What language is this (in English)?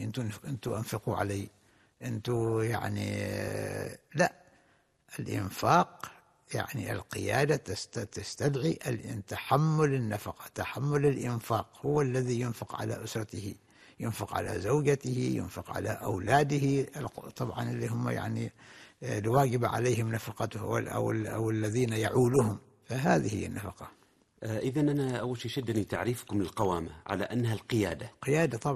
Arabic